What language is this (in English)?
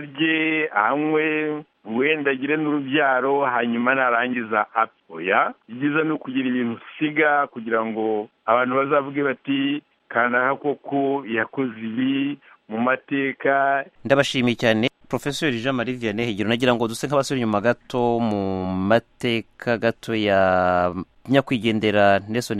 Kinyarwanda